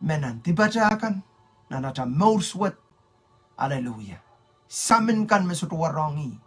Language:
Pohnpeian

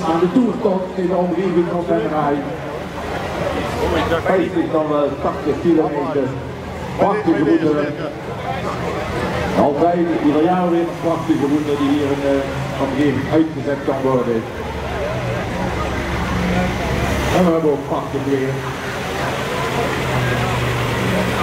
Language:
Dutch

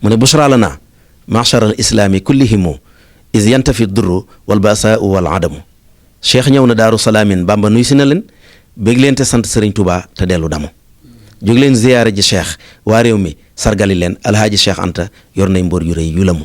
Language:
Wolof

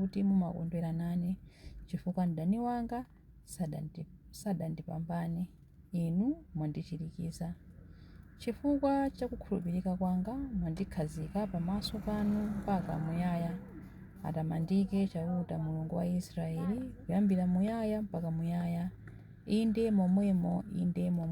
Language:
Nyanja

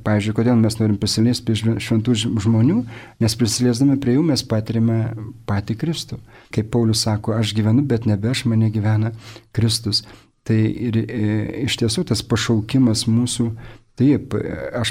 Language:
Lithuanian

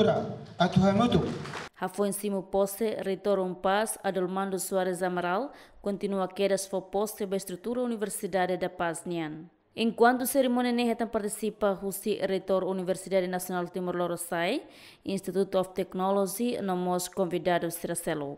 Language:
Tetum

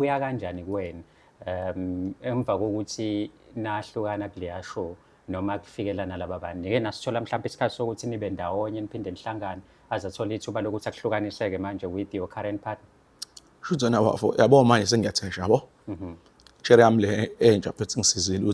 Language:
Zulu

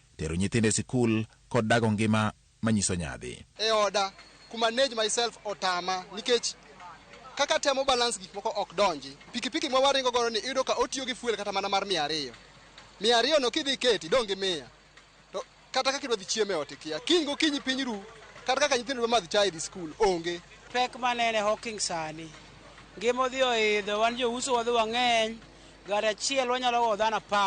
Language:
Luo (Kenya and Tanzania)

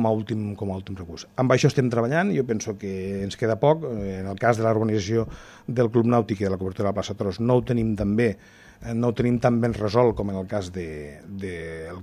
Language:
Catalan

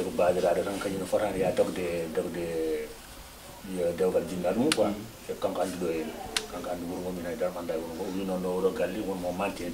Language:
Fula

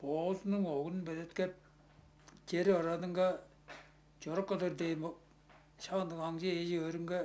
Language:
Tuvinian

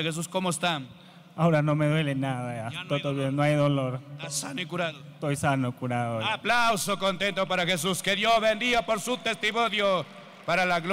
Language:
Spanish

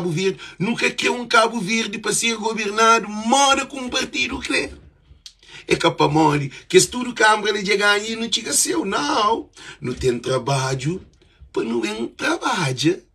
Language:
Kabuverdianu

